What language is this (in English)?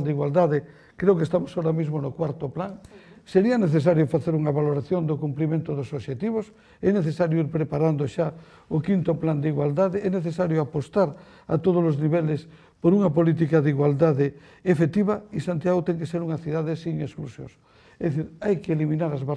Galician